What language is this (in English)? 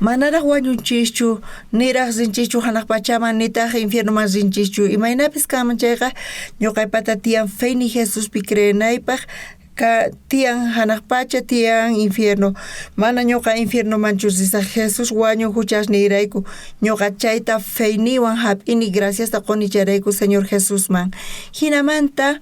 South Bolivian Quechua